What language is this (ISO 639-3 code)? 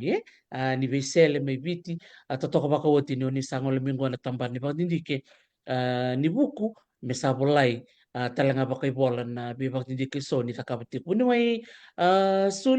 fij